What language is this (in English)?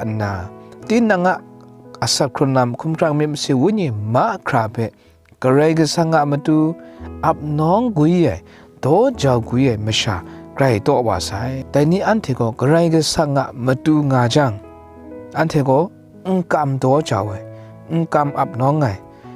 Kachin